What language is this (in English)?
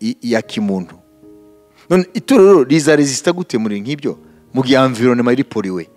Kinyarwanda